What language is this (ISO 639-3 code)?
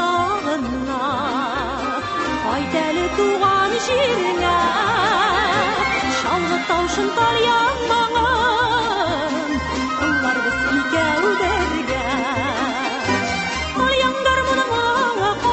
tat